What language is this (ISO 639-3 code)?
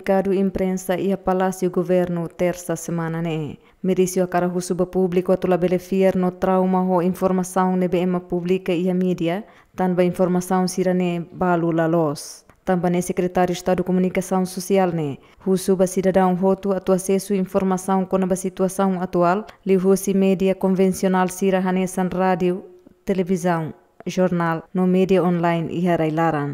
tet